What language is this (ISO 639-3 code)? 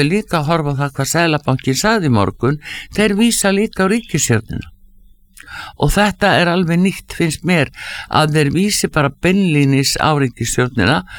isl